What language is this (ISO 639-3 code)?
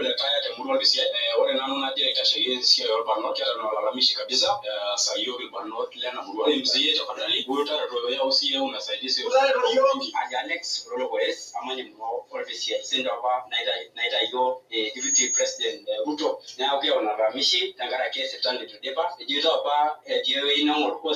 mas